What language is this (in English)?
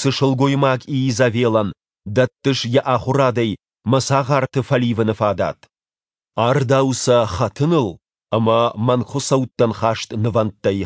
Ossetic